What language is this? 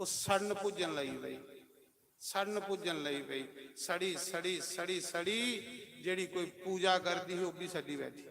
Dogri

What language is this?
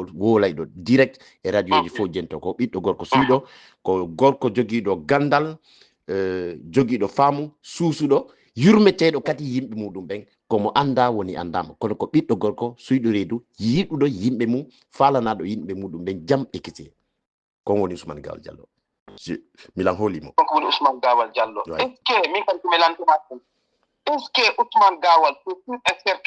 Fula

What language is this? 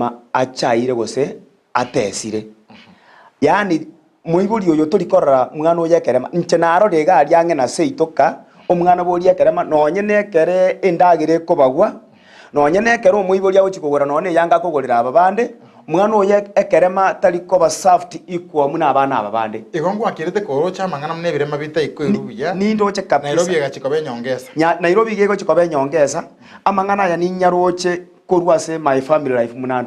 Gusii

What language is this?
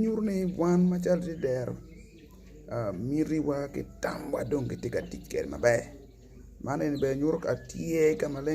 Acoli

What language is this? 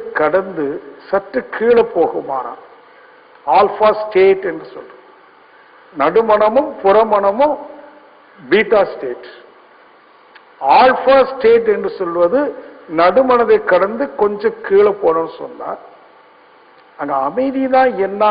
Tamil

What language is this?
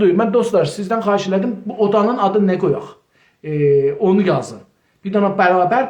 South Azerbaijani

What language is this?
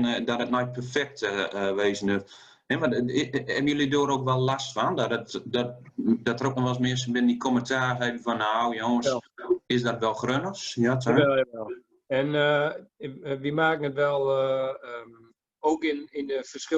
Gronings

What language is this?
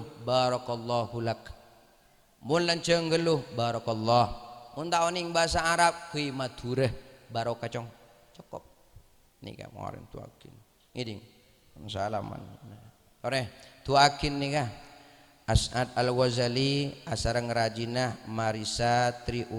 Madurese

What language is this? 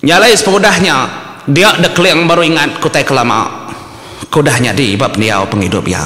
Iban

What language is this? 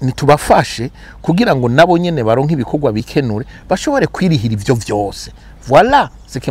Rundi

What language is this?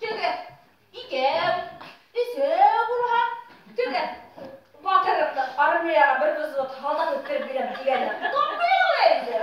Bashkir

